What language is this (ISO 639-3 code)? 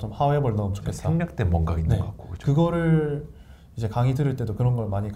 kor